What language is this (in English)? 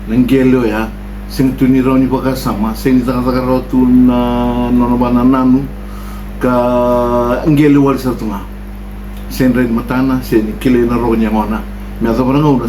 Fijian